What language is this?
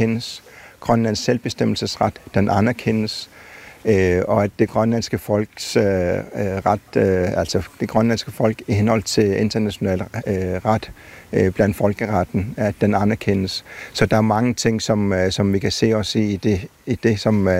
Danish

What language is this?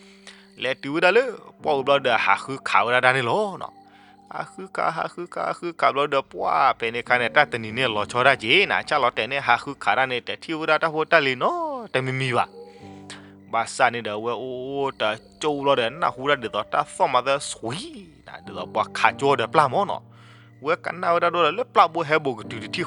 S'gaw Karen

